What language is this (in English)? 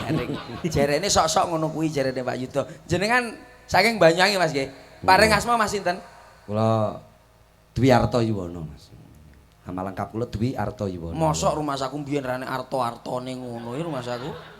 Javanese